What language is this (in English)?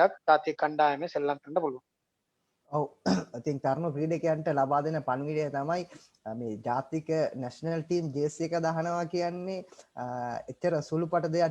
Sinhala